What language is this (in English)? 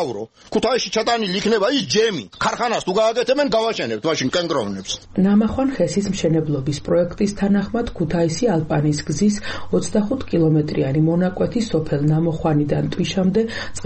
Georgian